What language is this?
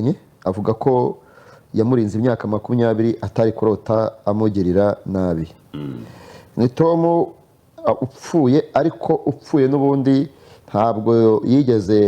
Kinyarwanda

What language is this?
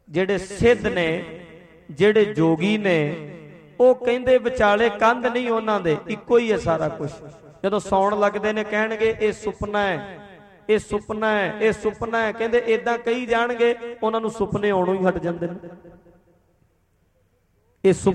Punjabi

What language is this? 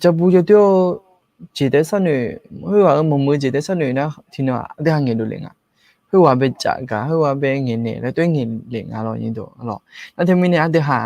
Akha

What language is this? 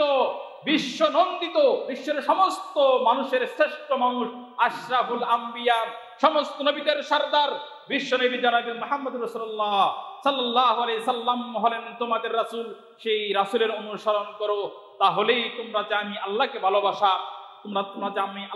Bangla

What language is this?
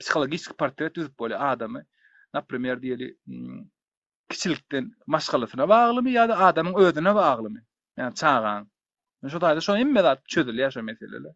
Turkmen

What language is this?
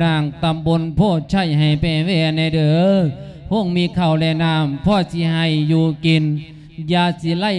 Lao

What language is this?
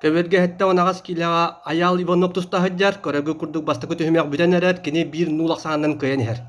Yakut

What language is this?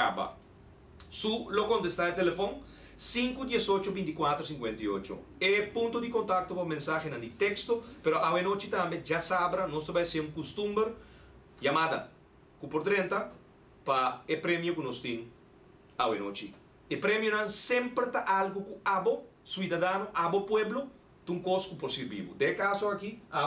Papiamento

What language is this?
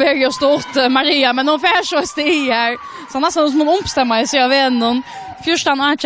Faroese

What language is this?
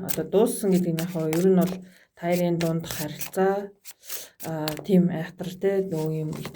Mongolian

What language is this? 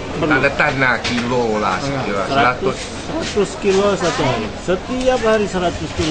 Banjar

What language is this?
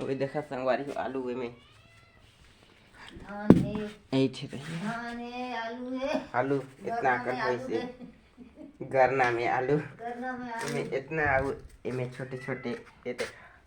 Chhattisgarhi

